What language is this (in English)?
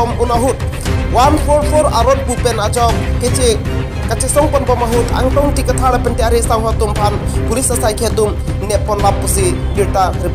Karbi